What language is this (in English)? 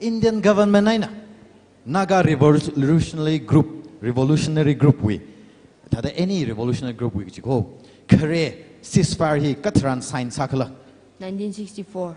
Tangkhul Naga (India)